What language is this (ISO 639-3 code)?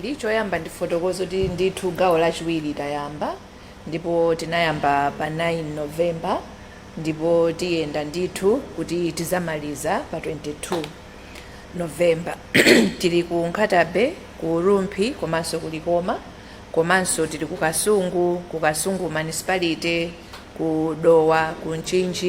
nya